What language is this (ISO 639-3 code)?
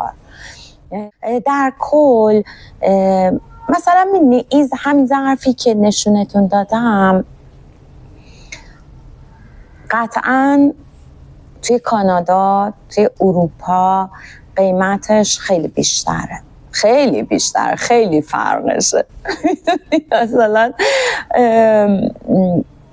fas